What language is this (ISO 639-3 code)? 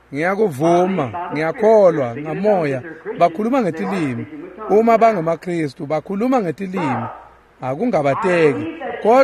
ssw